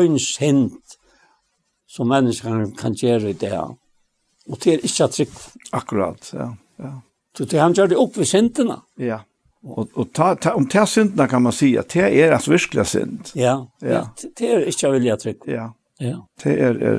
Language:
Faroese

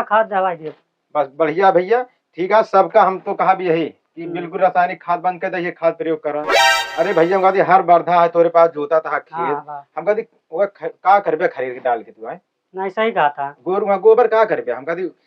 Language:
Awadhi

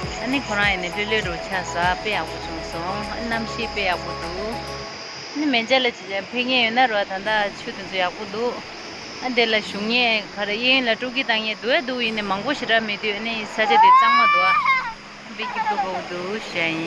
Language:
Tibetan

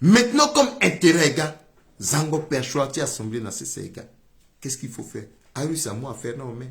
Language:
Sango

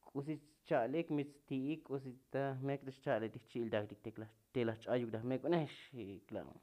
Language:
Tzotzil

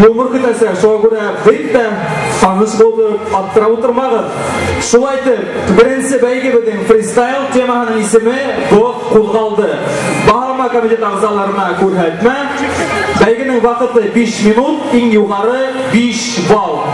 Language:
Bashkir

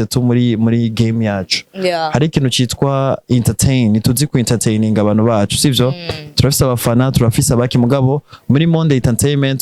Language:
Rundi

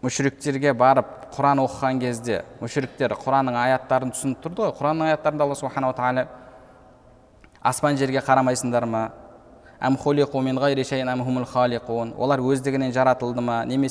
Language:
Kazakh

